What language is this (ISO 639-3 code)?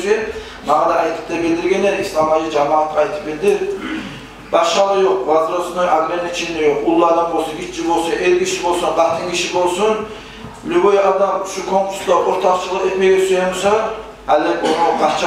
kum